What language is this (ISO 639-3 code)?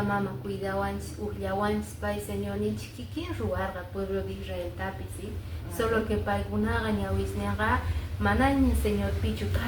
que